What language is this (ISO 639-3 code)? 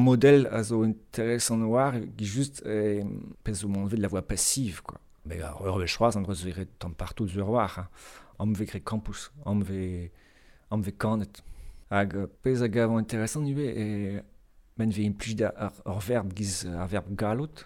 bre